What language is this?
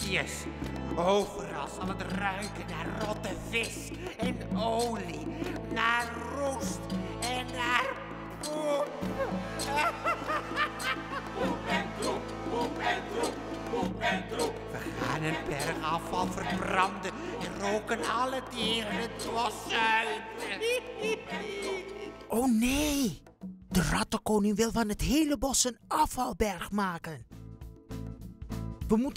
Dutch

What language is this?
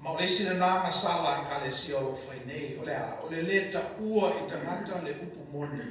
Samoan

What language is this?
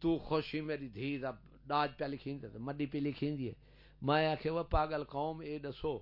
Saraiki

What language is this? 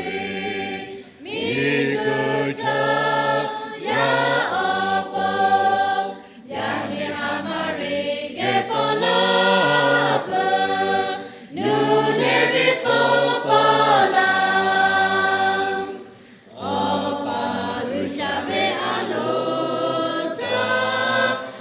Lahu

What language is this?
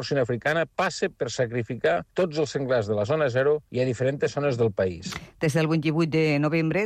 Catalan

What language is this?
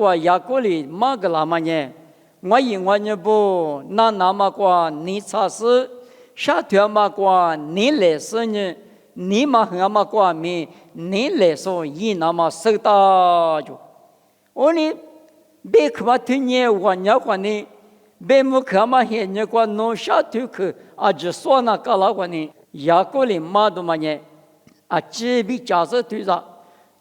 Lisu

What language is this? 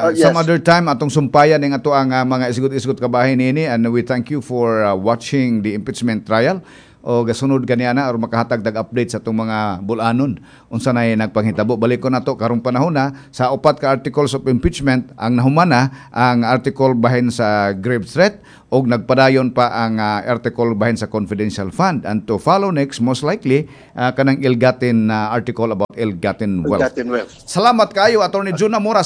Cebuano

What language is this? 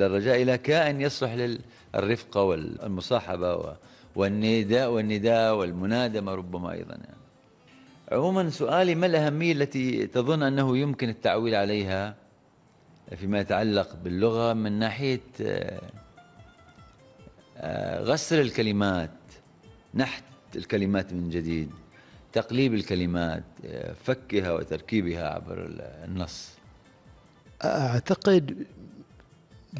Arabic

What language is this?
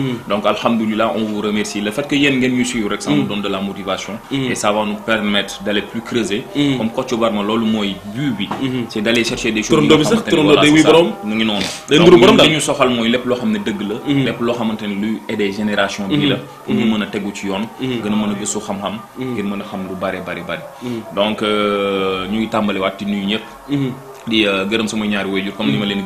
Wolof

